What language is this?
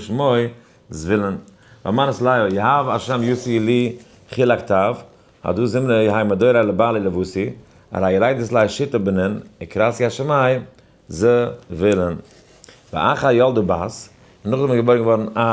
Yiddish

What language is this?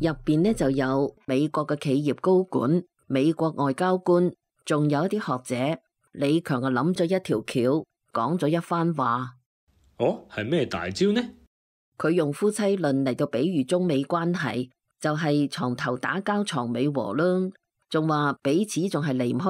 Cantonese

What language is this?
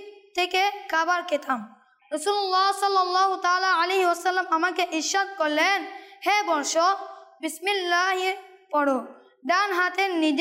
Bangla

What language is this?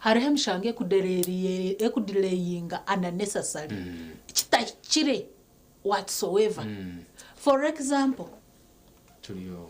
Nyankole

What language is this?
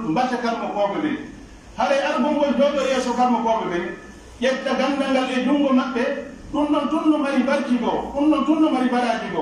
Pular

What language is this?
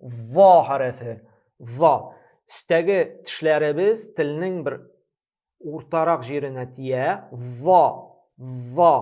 Tatar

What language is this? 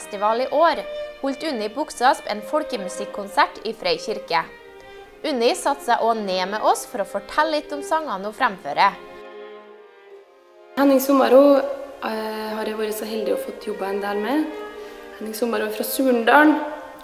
Norwegian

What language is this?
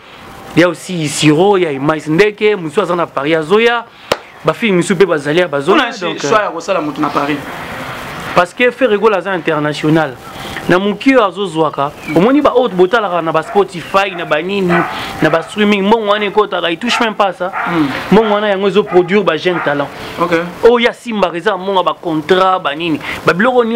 Lingala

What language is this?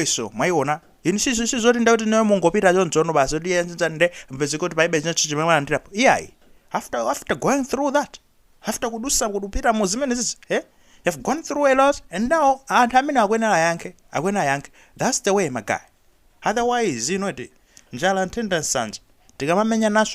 Nyanja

